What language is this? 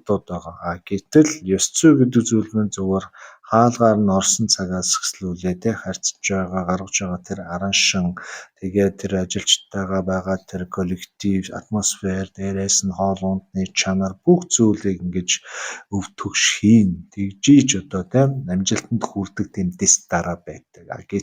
Mongolian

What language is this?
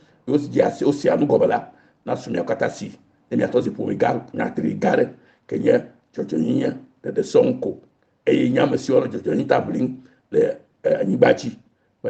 Ewe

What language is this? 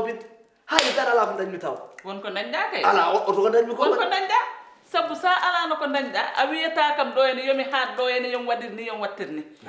Fula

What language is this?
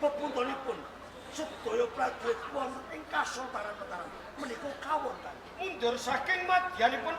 Javanese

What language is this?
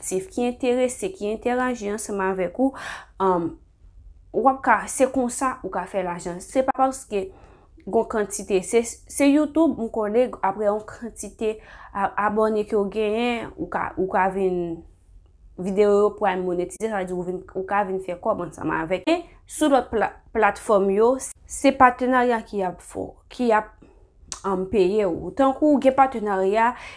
Haitian Creole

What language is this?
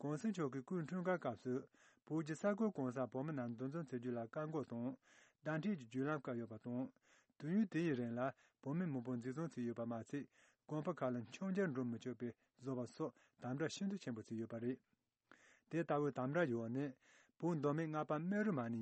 Tibetan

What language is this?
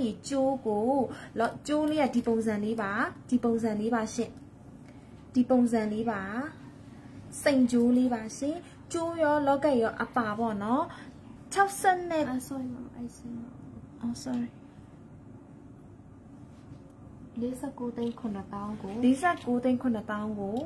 Burmese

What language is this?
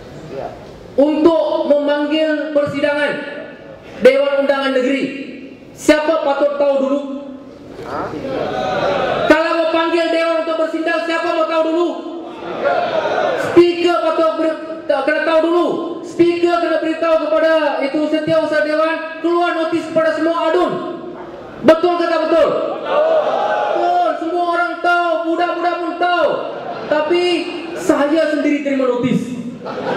Malay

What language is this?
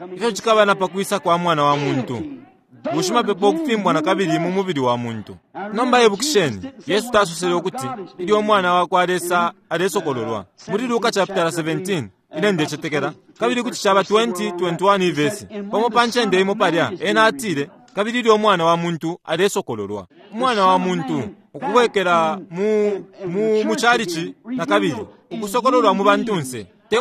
Bemba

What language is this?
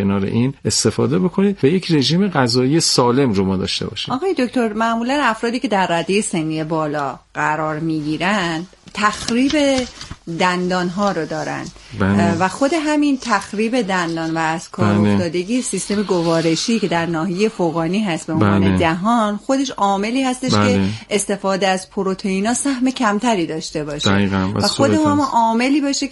Persian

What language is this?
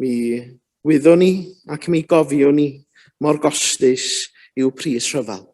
Welsh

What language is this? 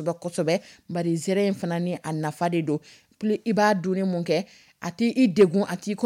Dyula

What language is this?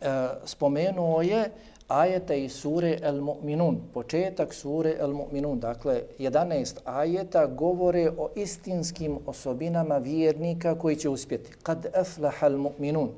Bosnian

